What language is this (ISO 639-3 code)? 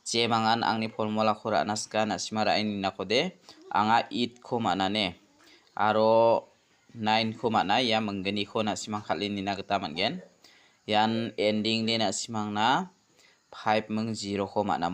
grt